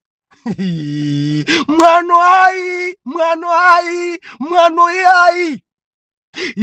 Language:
Nyanja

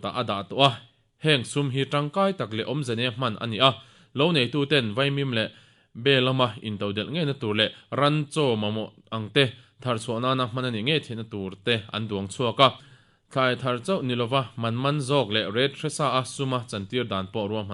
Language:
Mizo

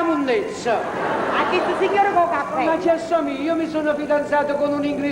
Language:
Neapolitan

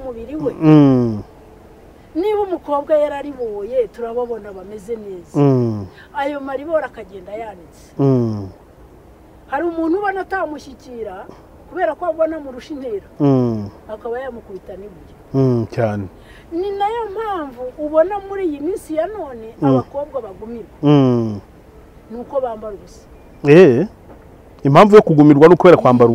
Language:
Kinyarwanda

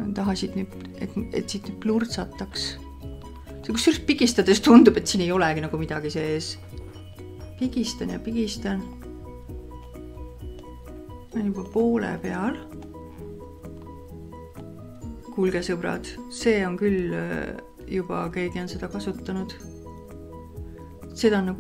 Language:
Estonian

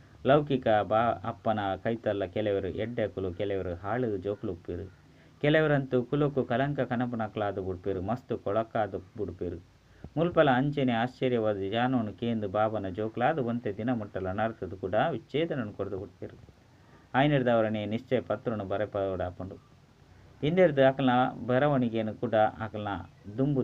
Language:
Tulu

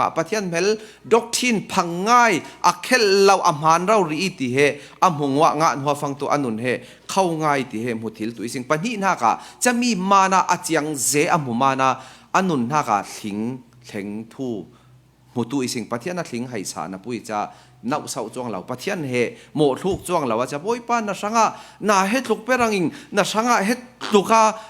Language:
Falam Chin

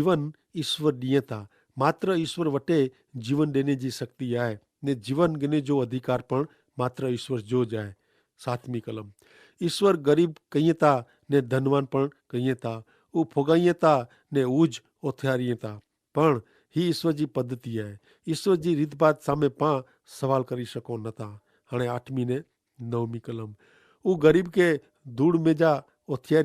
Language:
Kachhi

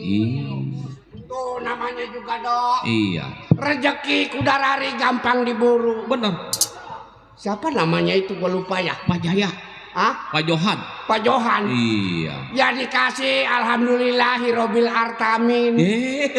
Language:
Betawi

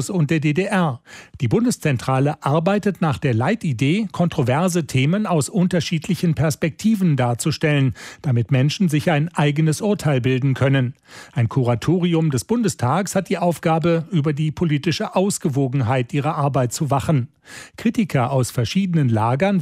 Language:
German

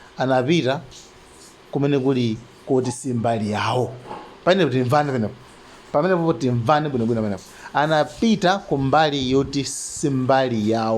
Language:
Nyanja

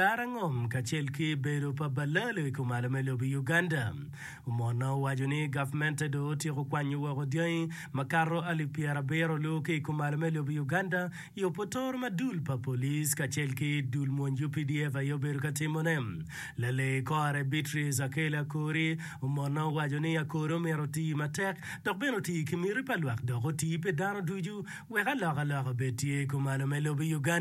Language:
Acoli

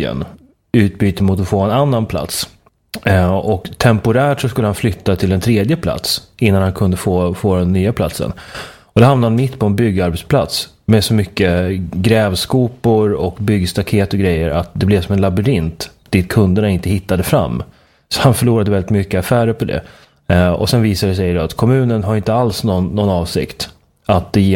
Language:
Swedish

